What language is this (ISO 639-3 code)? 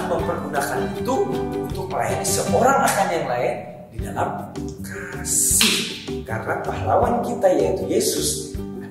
ind